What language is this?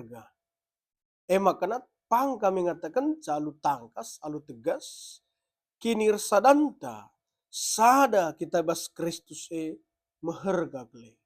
Batak Karo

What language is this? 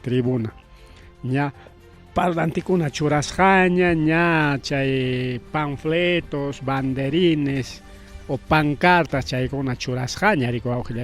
Ayacucho Quechua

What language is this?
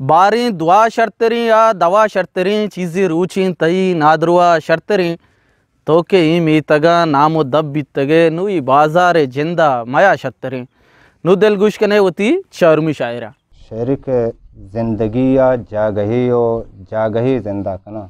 Eastern Balochi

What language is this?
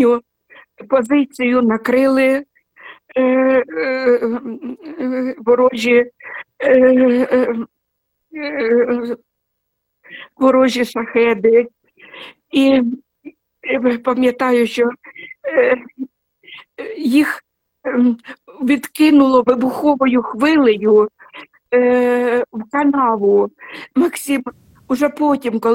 Ukrainian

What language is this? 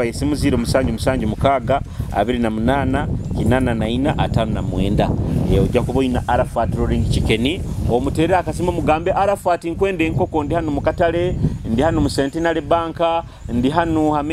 Nyoro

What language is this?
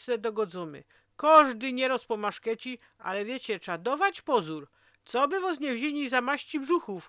Silesian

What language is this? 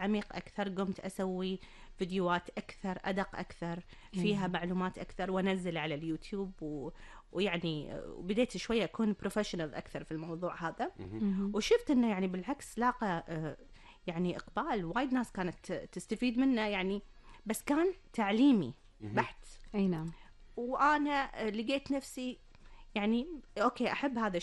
Gulf Arabic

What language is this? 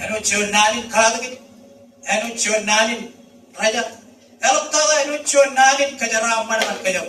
Marshallese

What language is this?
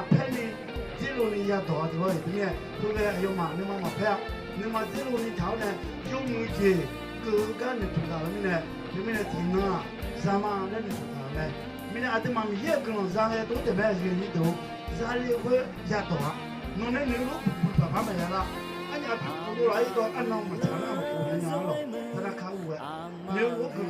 Akha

